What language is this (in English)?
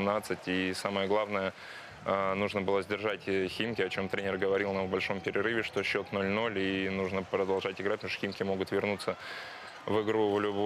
Russian